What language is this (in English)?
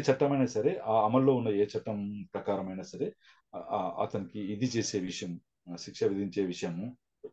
Telugu